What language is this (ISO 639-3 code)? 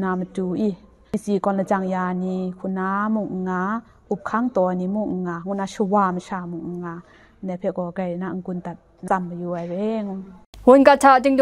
kac